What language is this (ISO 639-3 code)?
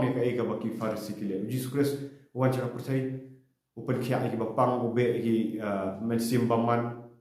kha